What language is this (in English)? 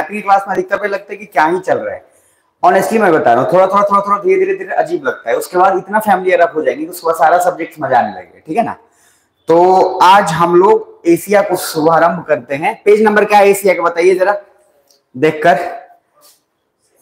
Hindi